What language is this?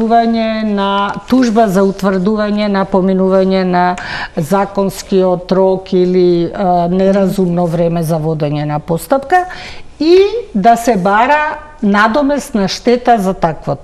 Macedonian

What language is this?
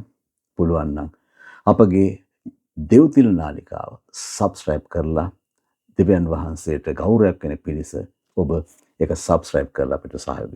Sinhala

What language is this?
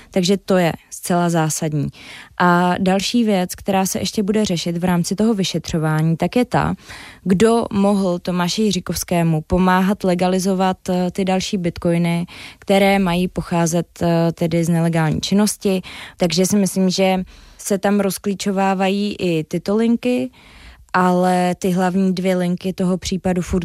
Czech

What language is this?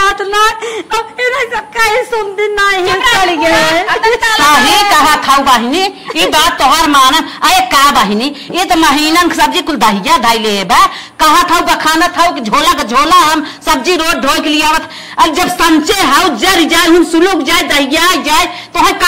Awadhi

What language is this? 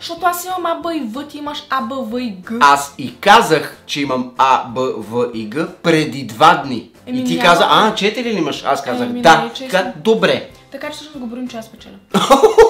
Bulgarian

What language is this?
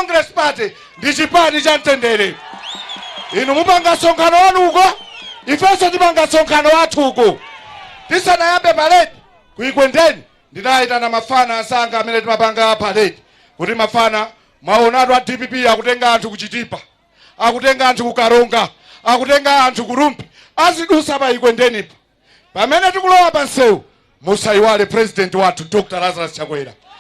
Nyanja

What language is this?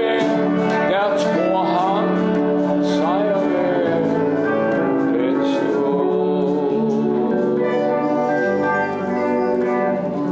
Danish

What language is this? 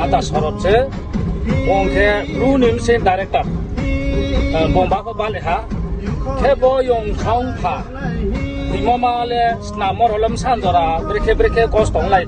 Riang (India)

